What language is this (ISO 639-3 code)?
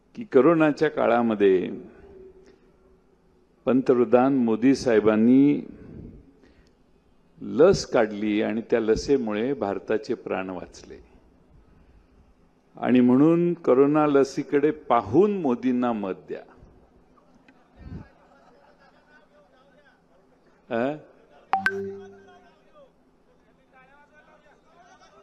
mar